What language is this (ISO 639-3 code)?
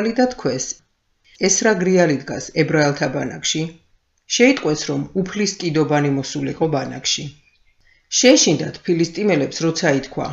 kat